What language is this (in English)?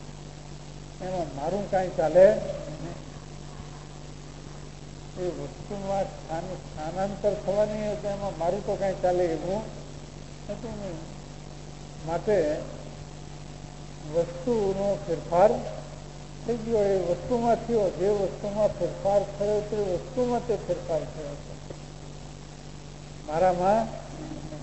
Gujarati